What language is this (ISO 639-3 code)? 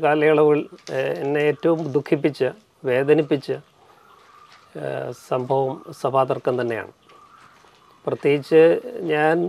mal